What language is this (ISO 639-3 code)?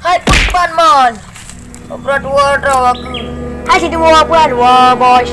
ace